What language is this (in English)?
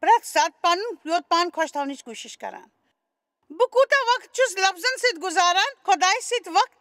Kashmiri